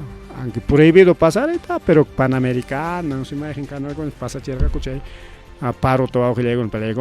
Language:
Ayacucho Quechua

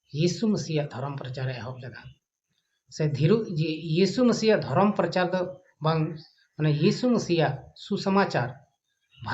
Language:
Santali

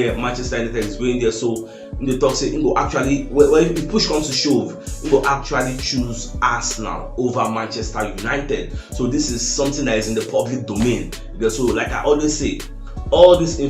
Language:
Nigerian Pidgin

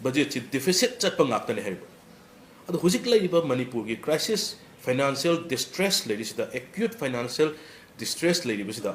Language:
Manipuri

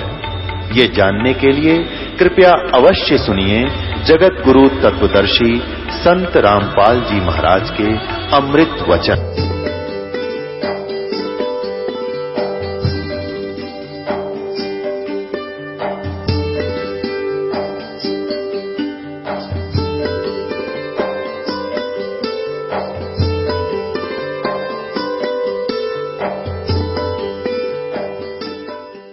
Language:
Hindi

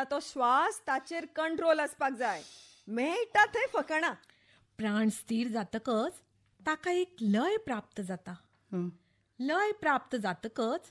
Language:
Konkani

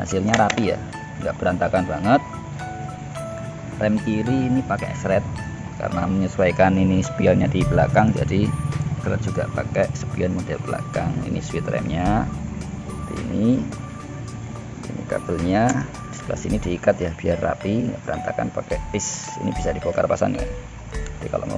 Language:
Indonesian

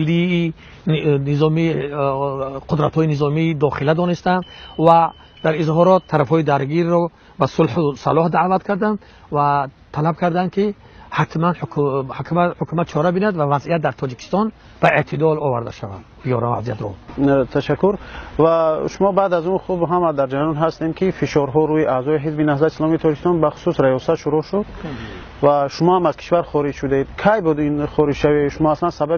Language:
Tajik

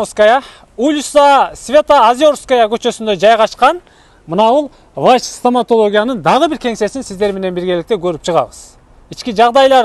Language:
Kyrgyz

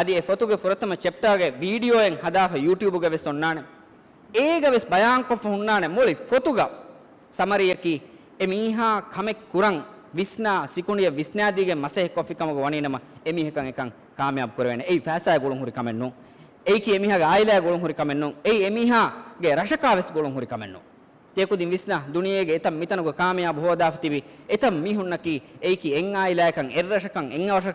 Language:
Divehi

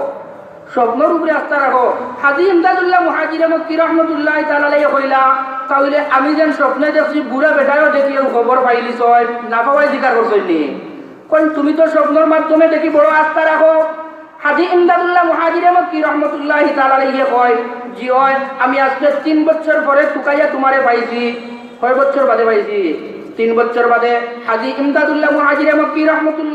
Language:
Sylheti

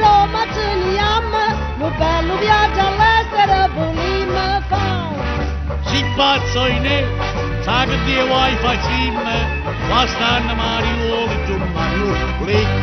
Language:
Neapolitan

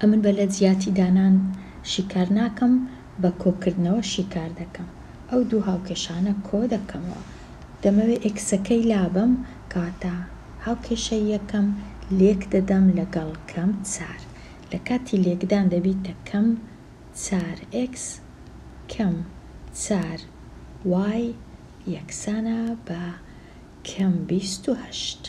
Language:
Central Kurdish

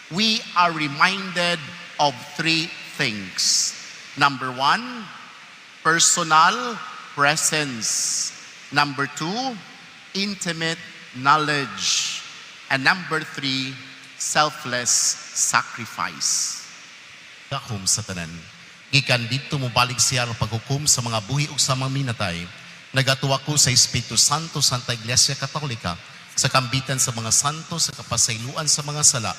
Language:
Cebuano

